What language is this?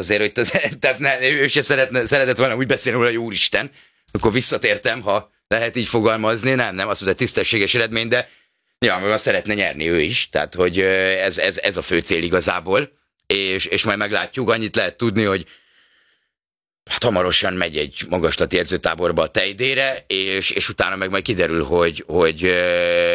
Hungarian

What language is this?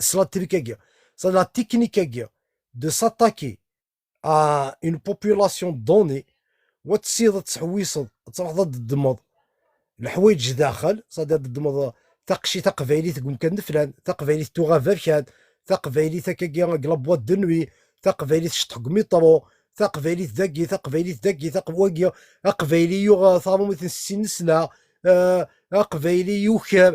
Kabyle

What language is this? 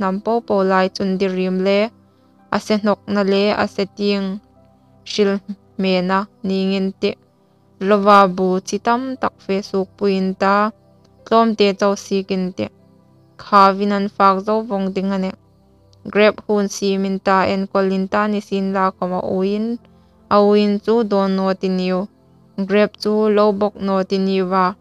Hmar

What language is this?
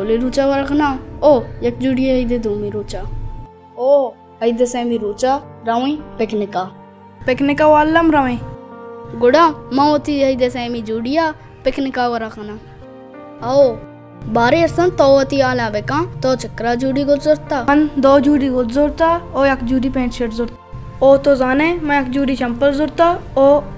Baluchi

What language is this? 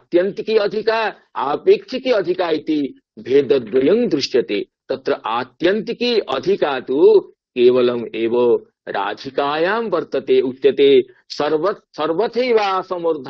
Sanskrit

